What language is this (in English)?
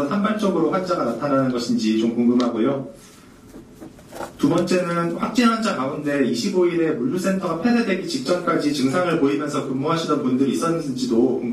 Korean